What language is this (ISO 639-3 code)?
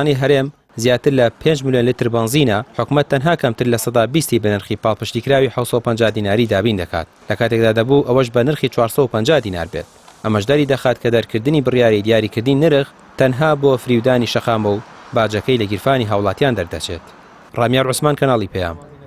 ckb